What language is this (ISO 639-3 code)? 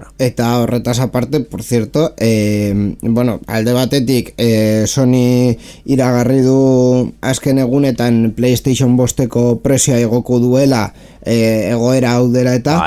eus